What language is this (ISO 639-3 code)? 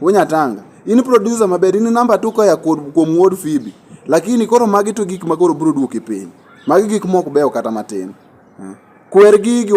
luo